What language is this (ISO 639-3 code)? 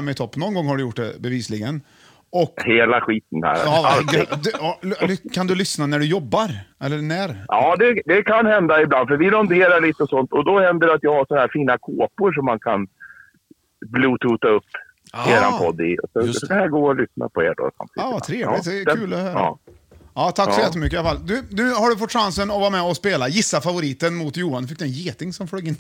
swe